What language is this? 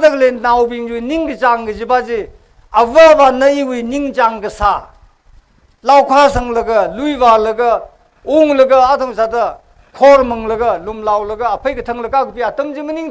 Tangkhul Naga (India)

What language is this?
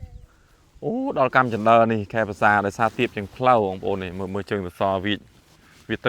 Khmer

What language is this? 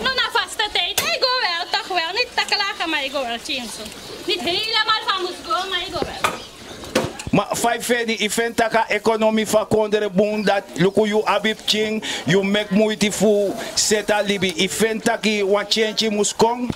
Sranan Tongo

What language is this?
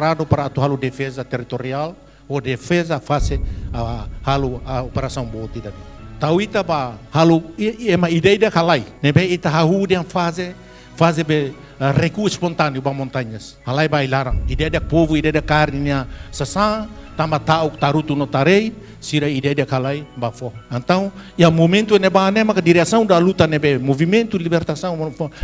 Tetum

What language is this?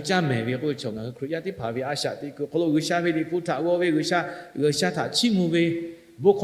Lahu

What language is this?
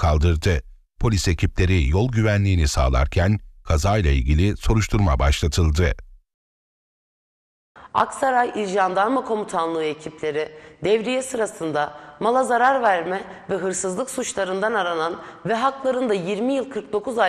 Turkish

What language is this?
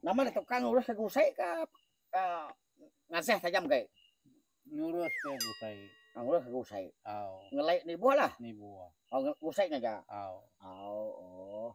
Iban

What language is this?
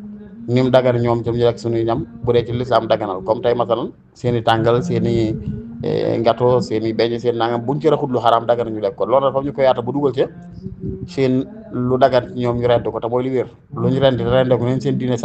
Wolof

